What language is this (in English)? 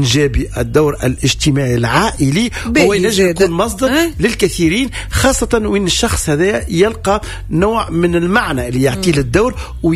Tunisian Arabic